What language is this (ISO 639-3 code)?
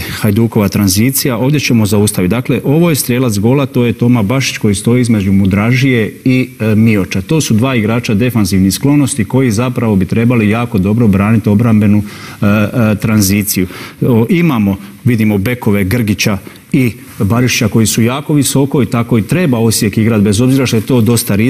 hrv